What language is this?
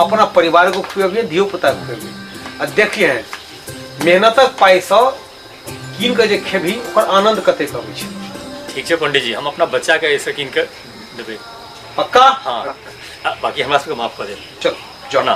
Maithili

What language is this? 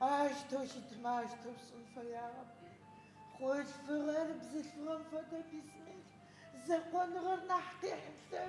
Adyghe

